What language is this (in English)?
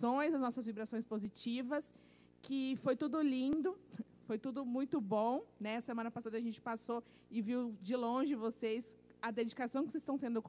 Portuguese